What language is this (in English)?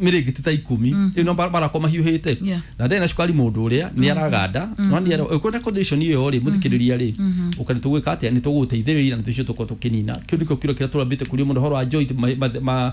Kikuyu